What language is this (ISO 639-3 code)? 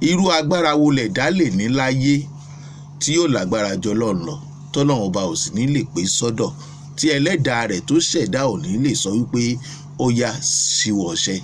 yor